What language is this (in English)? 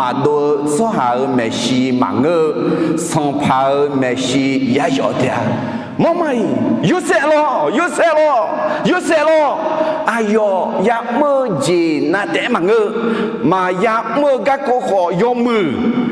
Akha